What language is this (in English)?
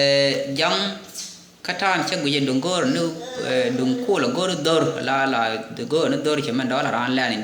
Nuer